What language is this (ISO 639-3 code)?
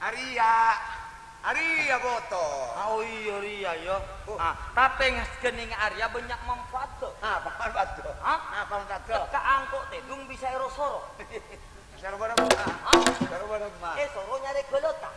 mad